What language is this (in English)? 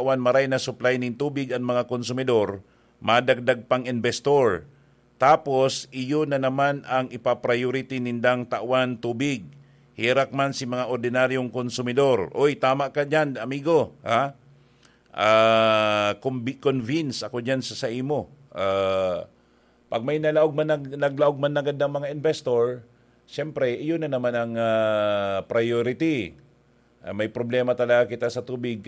Bikol